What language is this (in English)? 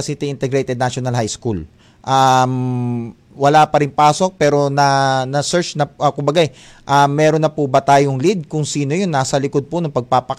Filipino